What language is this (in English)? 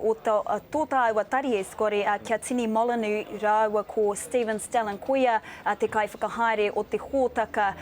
Māori